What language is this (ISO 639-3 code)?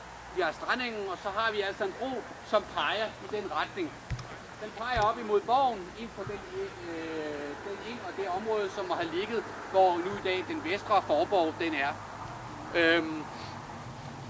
dan